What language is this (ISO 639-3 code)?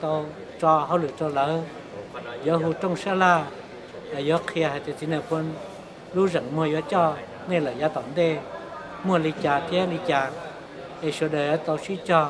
hmn